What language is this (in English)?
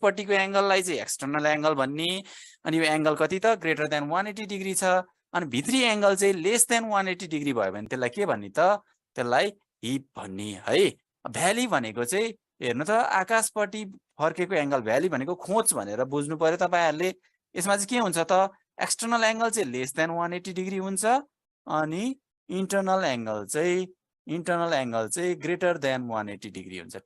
Nepali